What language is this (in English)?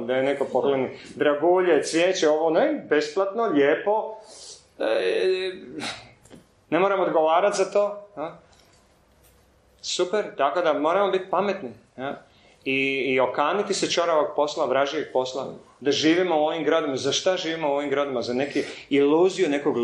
Croatian